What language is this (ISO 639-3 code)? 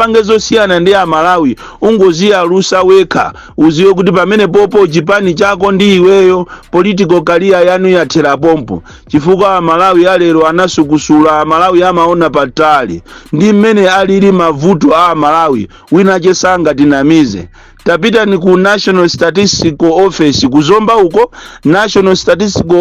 nya